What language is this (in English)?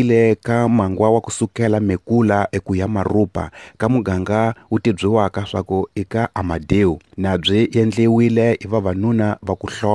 Tsonga